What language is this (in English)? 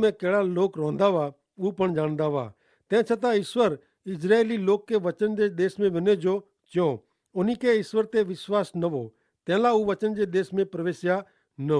Kachhi